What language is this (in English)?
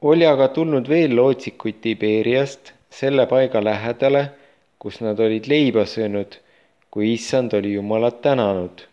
Estonian